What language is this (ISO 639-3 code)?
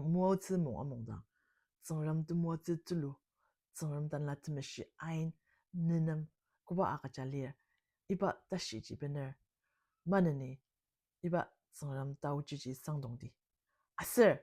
njo